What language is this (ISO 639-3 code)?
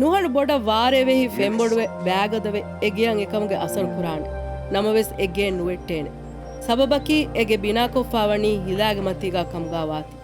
div